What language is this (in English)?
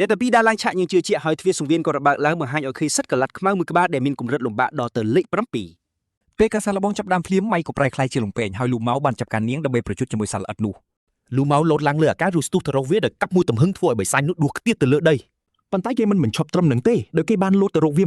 Khmer